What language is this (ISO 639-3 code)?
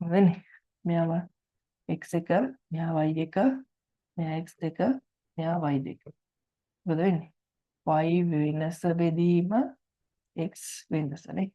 sin